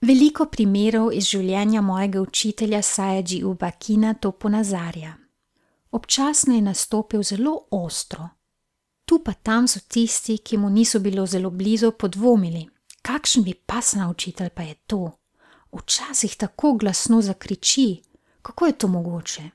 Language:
Slovenian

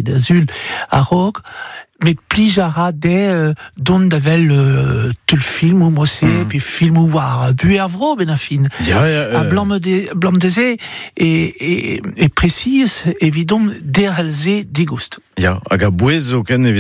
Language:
Breton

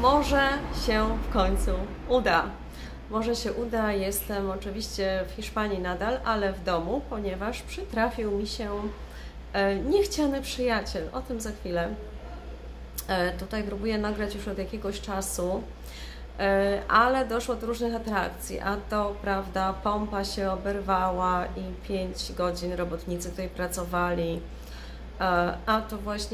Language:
Polish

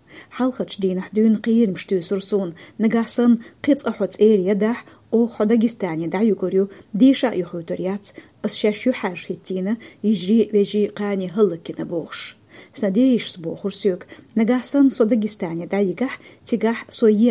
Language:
Chechen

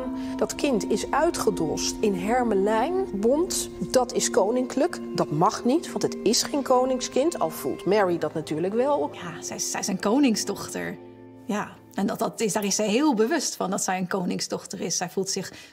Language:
Dutch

